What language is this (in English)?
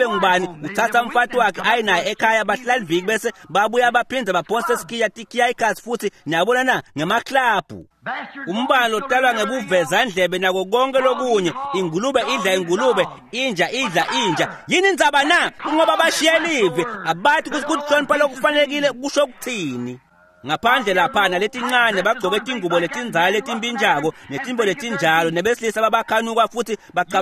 Swati